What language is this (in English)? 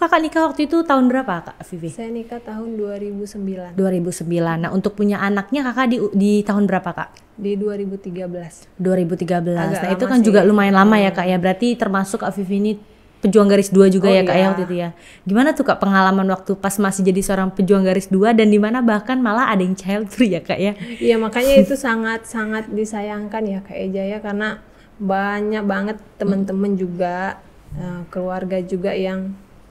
Indonesian